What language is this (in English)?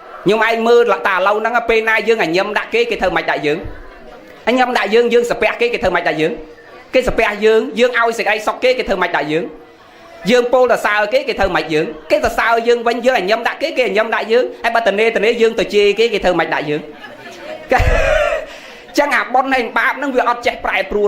Khmer